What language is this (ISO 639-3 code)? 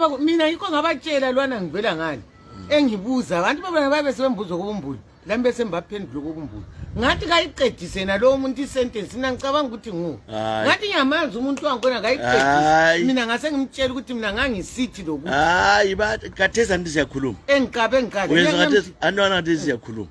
nde